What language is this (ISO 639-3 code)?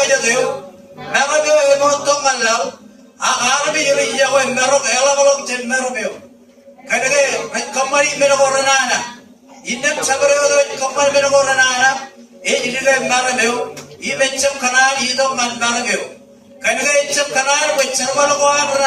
mah